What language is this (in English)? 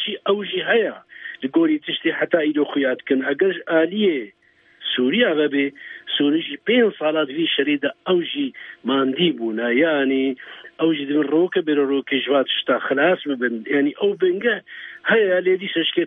Kurdish